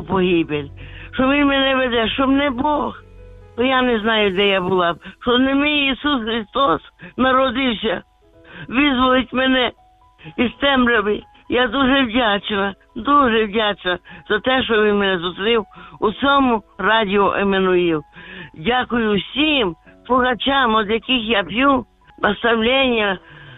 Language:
Ukrainian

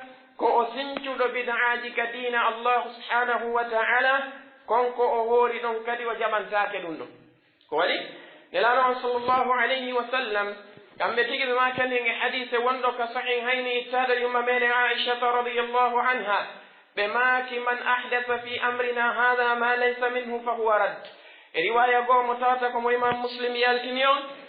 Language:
Pular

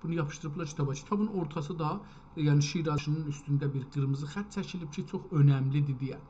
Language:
South Azerbaijani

